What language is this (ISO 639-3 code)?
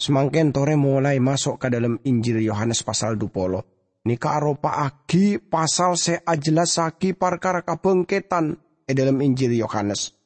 mad